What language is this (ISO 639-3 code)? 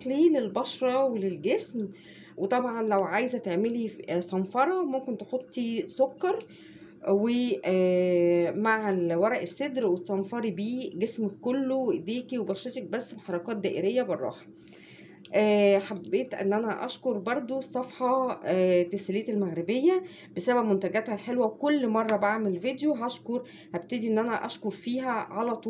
arz